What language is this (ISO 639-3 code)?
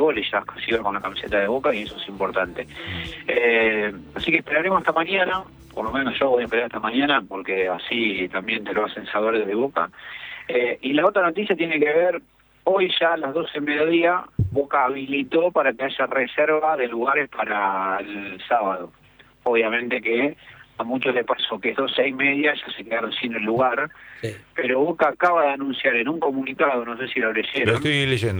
spa